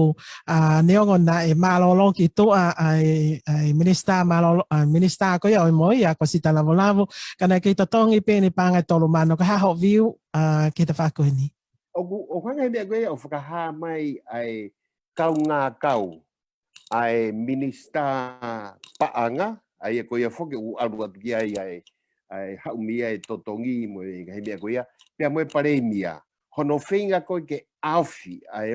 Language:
Tongan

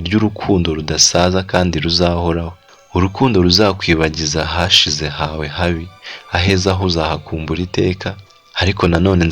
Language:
Kinyarwanda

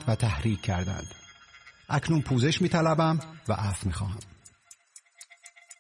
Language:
Persian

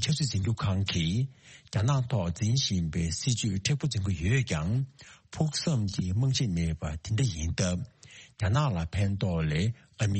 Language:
Tibetan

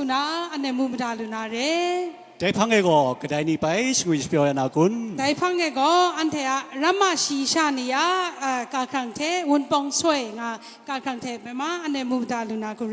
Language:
Kachin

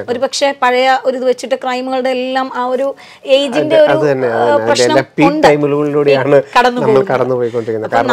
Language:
Malayalam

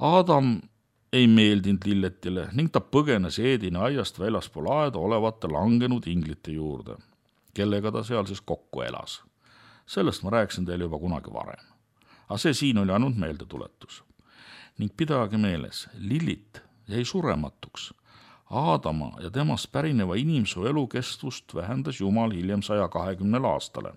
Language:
Estonian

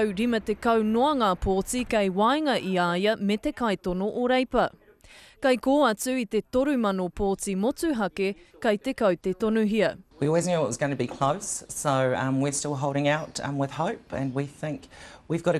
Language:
Māori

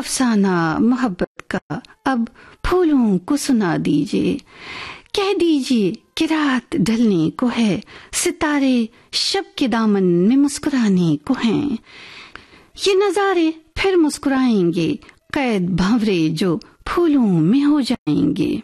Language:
Urdu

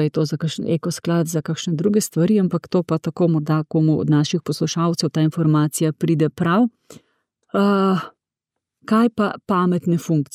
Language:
Slovenian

